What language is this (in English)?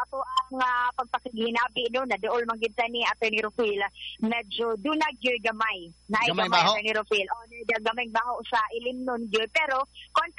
Cebuano